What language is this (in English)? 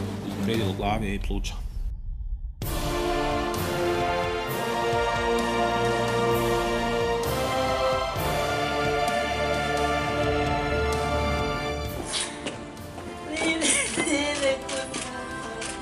Bosnian